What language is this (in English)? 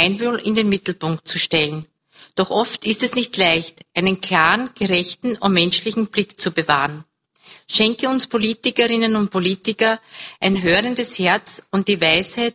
German